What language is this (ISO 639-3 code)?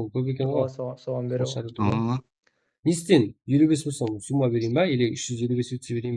kaa